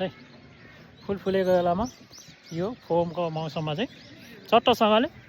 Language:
Nepali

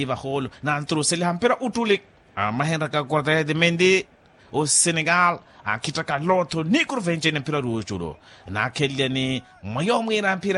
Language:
Makhuwa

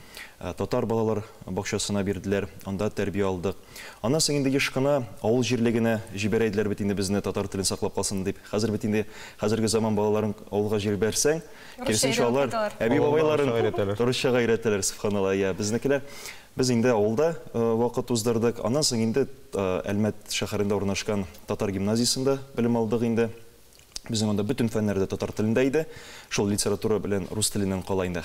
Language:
Tatar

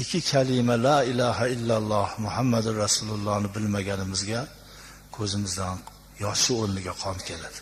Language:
Uzbek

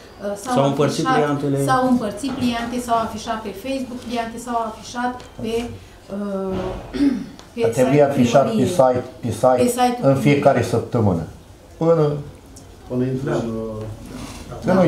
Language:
Romanian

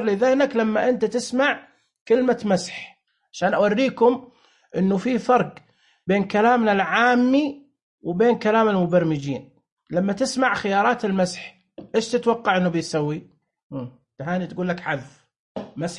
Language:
Najdi Arabic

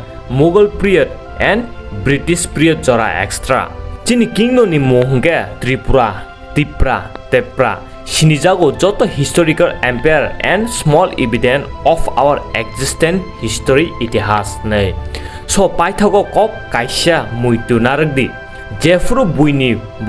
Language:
Kok Borok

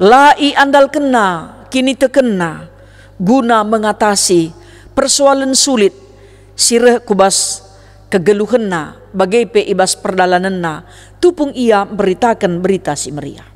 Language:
Batak Karo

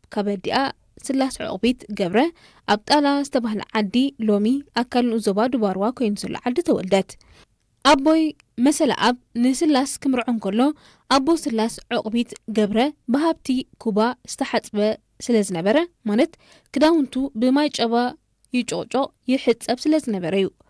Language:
Tigrinya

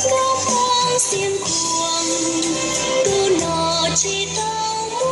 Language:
Hmong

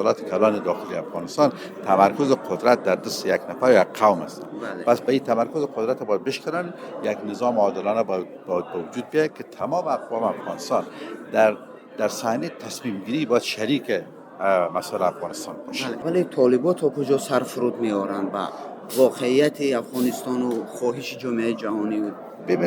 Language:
Persian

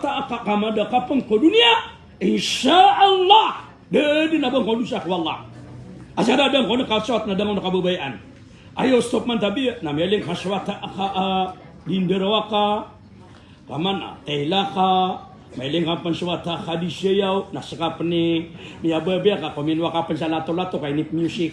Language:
Maranao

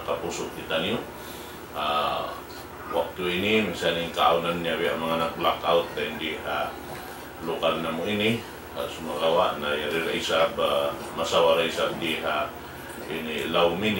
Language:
Tausug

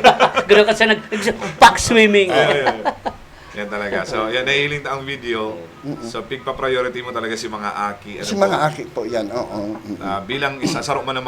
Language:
Bikol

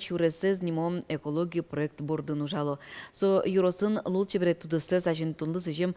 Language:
Udmurt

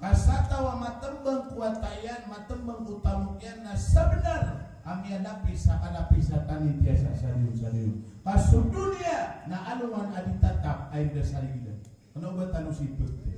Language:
Maranao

